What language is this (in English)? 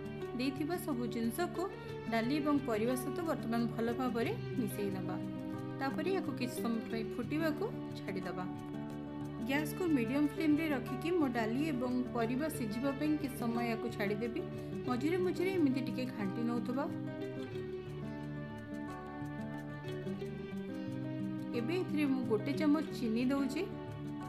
Odia